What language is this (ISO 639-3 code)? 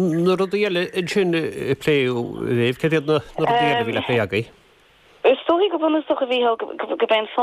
gle